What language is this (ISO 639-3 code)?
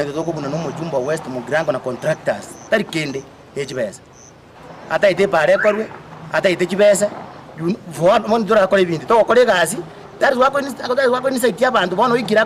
guz